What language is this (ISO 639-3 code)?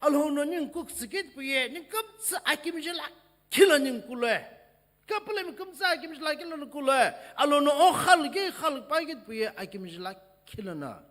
nsm